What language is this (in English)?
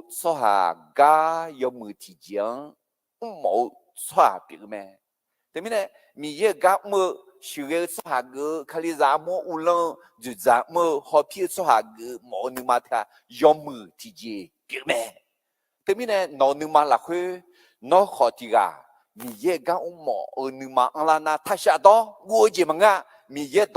Akha